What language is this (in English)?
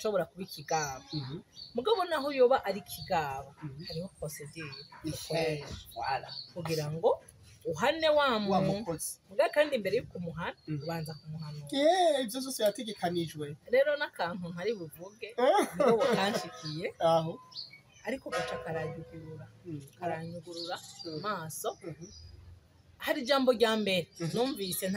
Rundi